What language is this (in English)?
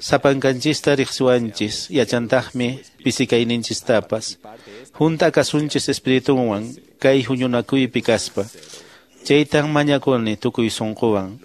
Quechua